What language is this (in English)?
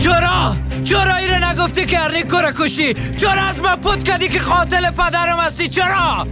Persian